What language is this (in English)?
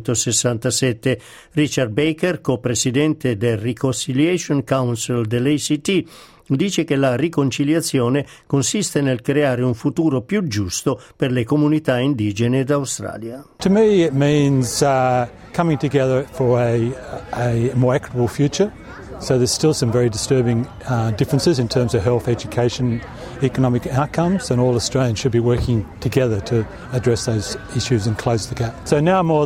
Italian